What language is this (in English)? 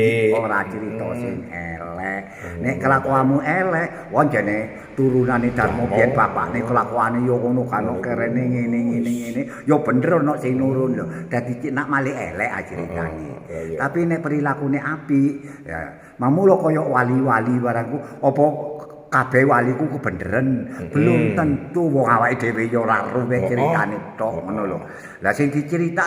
Javanese